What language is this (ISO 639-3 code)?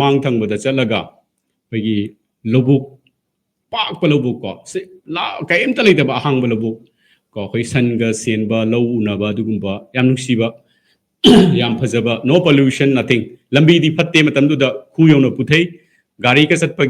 mni